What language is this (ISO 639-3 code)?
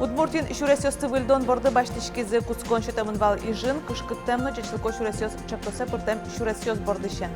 udm